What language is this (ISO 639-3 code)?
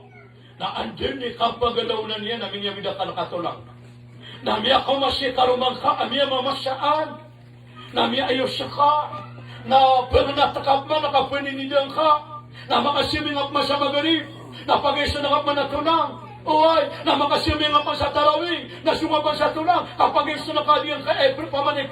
mrw